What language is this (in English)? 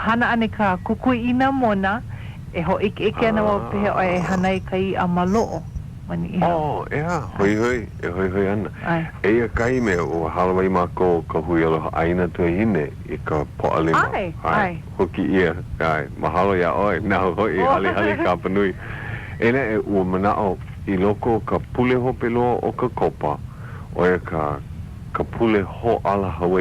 Hawaiian